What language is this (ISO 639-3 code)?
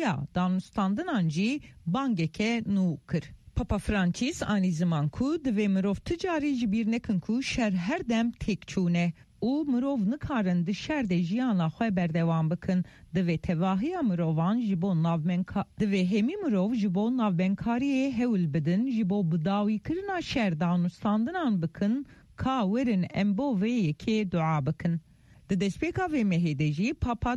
kur